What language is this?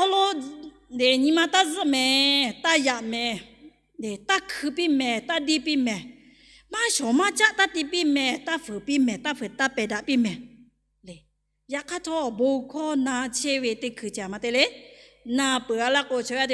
Lahu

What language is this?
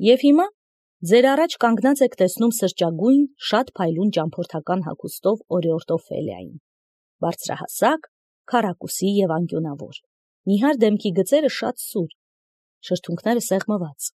Armenian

